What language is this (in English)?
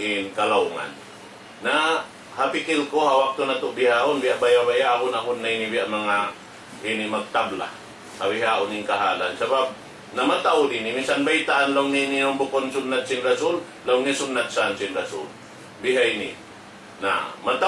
Tausug